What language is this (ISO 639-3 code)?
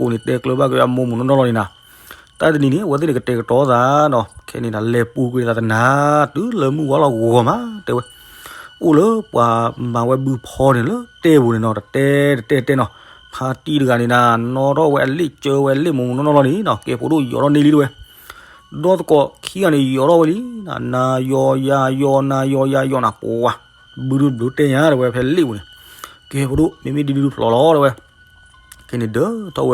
ksw